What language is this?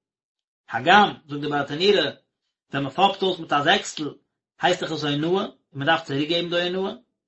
Yiddish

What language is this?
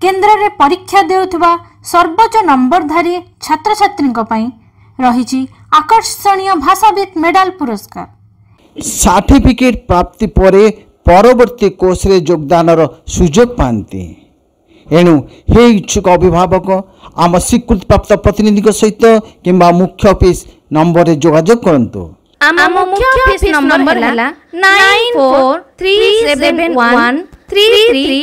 Odia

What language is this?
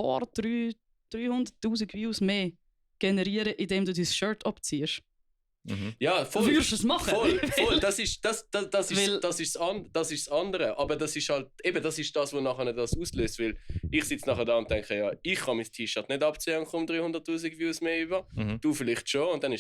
Swiss German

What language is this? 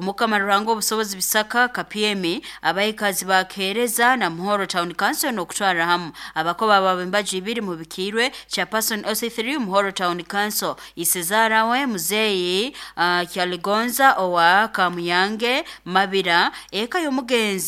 Nyoro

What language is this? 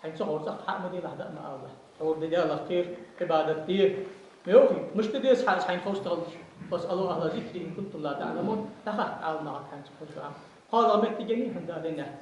Ingush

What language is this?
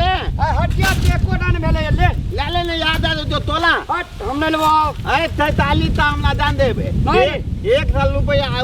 Maithili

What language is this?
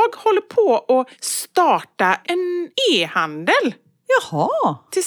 Swedish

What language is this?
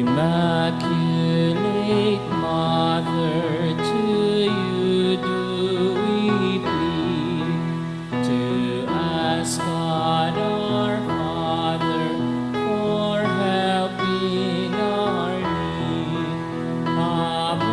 Bikol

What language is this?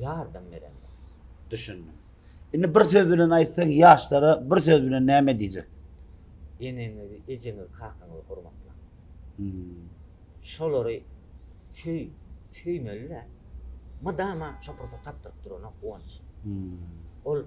Turkmen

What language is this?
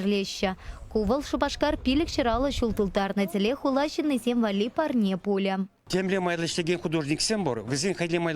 Chuvash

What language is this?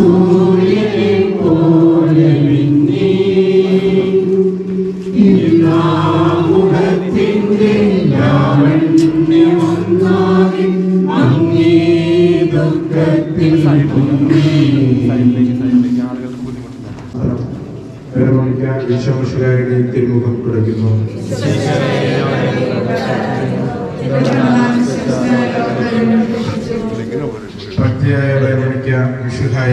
Malayalam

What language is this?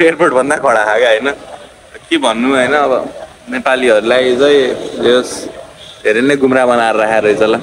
Nepali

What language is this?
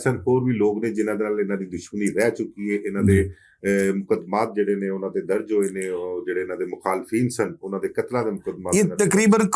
Western Panjabi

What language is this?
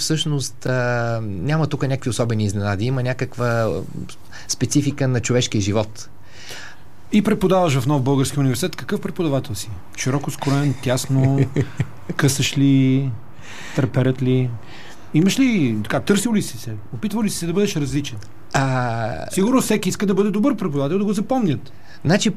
Bulgarian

